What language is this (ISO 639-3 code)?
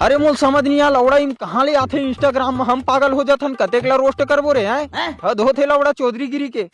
hne